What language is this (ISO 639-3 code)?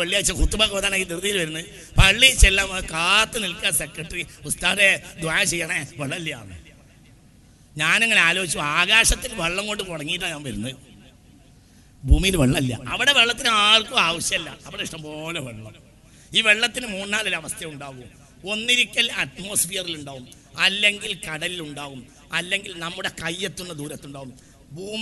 mal